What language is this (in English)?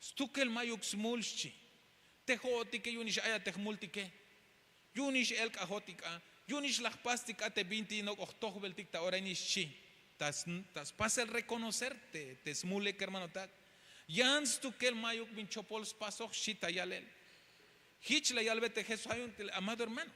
Tzeltal